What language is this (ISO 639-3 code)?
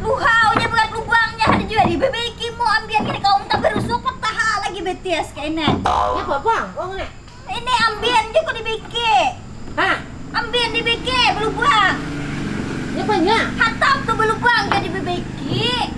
bjn